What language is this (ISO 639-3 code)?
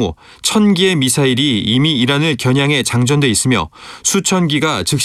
kor